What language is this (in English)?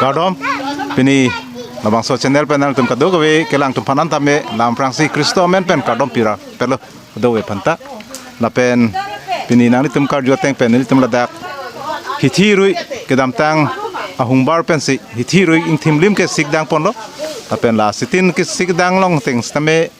Karbi